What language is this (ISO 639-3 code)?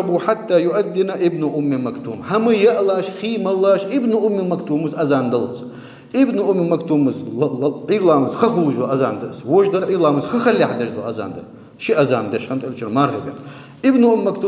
inh